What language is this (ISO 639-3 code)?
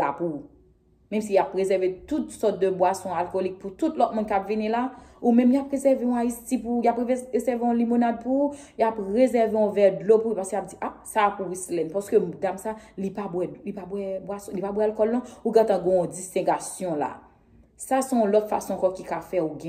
hat